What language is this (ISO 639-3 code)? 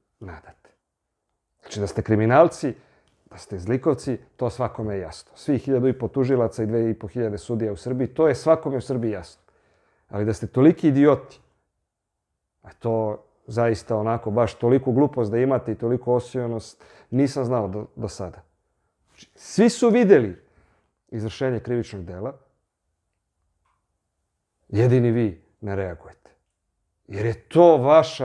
srp